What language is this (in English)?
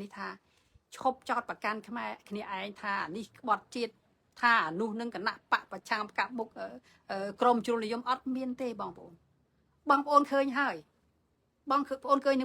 Khmer